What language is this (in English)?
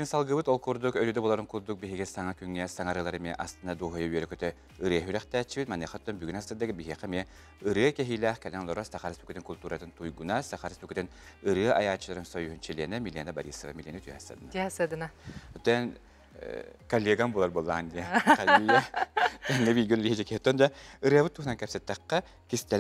Yakut